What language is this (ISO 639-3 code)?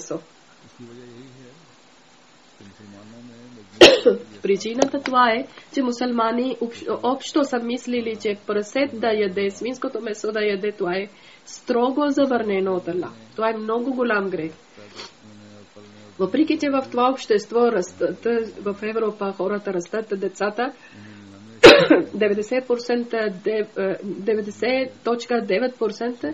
bul